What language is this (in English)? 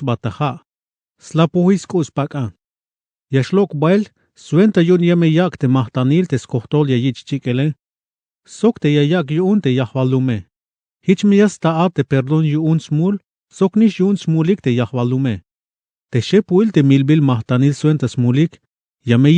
Tzeltal